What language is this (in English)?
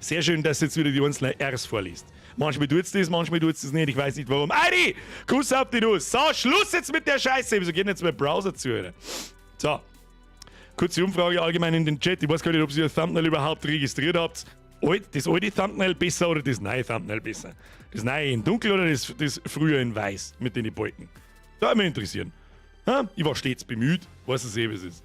Bavarian